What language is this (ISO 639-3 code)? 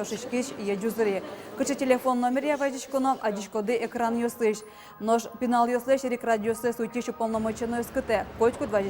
udm